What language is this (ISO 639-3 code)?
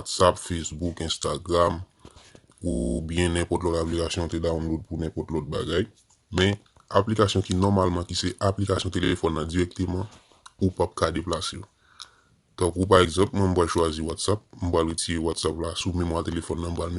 hat